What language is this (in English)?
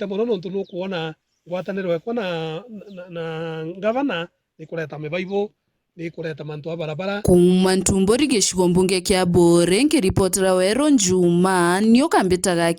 Meru